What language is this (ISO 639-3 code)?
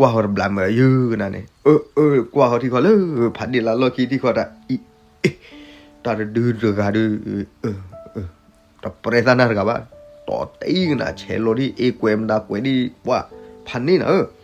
ksw